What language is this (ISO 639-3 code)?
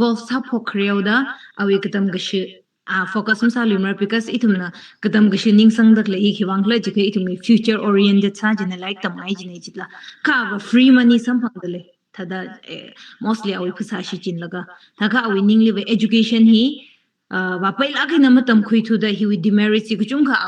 nmf